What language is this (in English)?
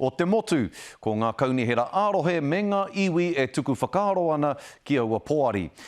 Māori